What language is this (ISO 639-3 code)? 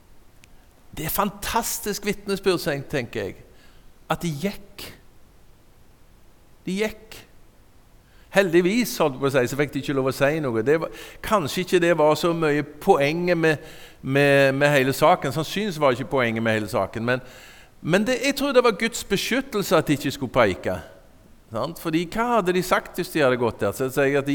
nor